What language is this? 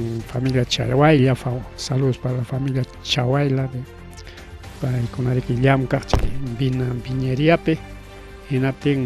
Ayacucho Quechua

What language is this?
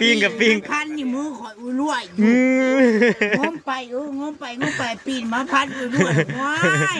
Northeastern Thai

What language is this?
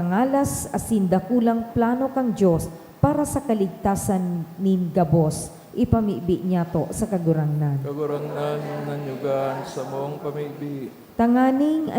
Bikol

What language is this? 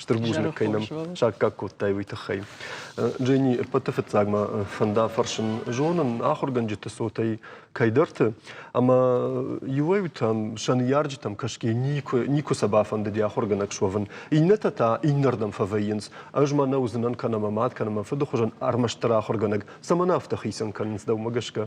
Ossetic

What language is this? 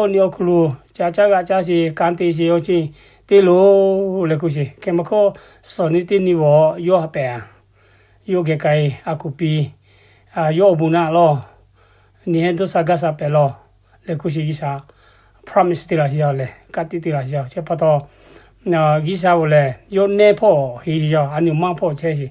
Lahu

